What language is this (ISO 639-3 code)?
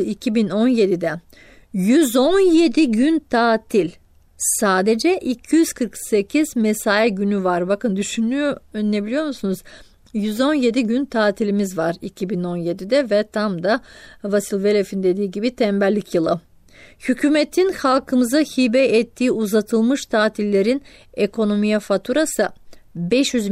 tur